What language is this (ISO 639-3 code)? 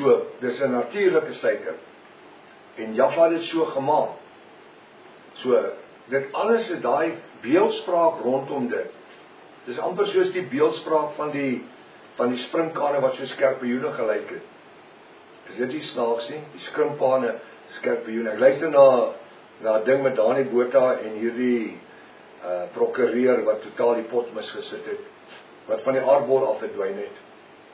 afr